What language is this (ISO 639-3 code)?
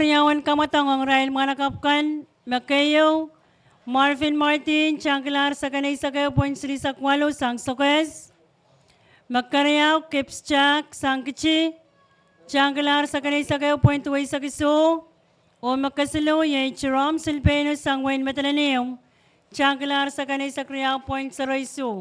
pon